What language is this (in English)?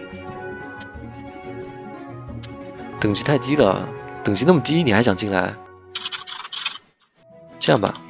Chinese